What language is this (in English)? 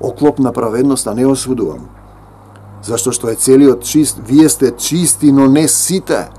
Macedonian